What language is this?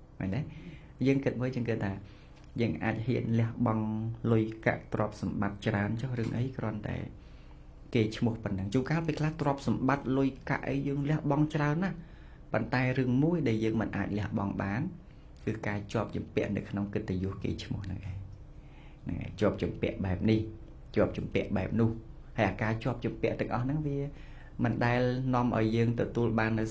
Khmer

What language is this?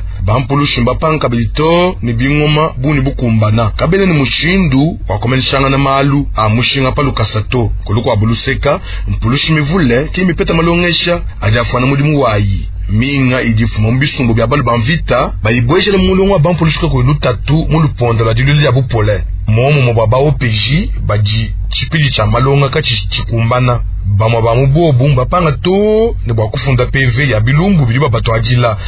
Luba-Lulua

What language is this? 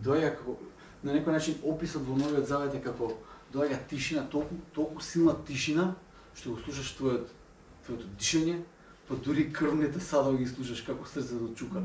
Macedonian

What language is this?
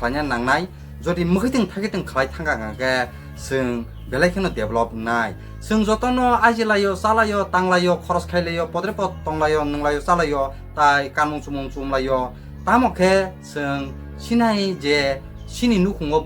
Kok Borok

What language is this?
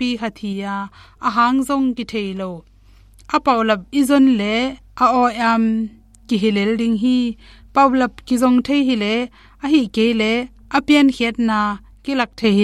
Tedim Chin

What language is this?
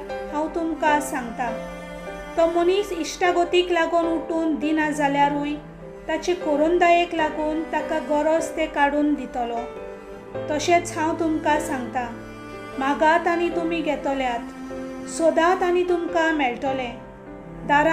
Konkani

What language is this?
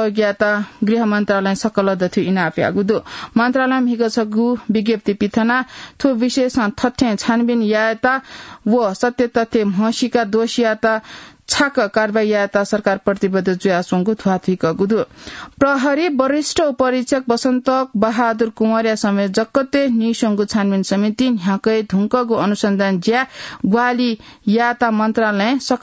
Newari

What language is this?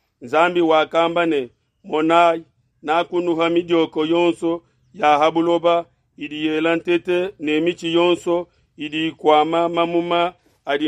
Luba-Lulua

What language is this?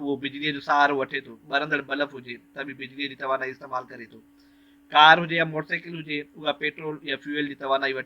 Sindhi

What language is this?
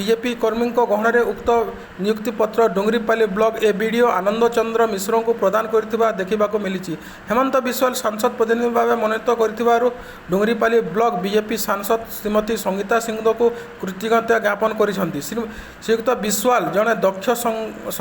Odia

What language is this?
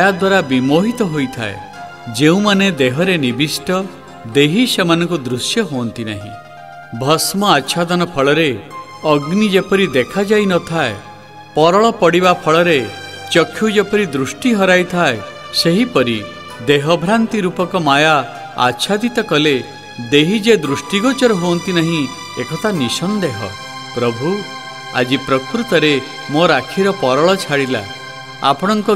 Odia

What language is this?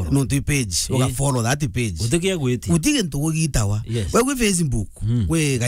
Meru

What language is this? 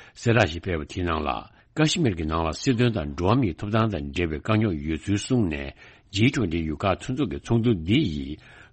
Tibetan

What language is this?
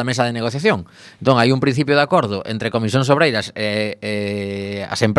Galician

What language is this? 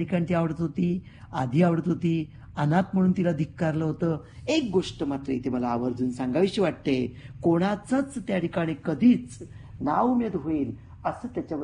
Marathi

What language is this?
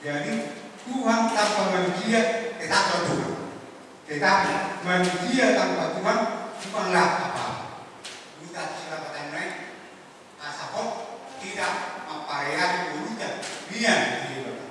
Batak Toba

